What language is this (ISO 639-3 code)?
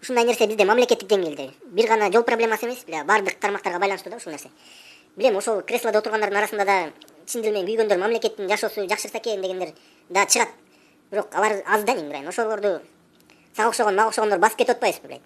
kir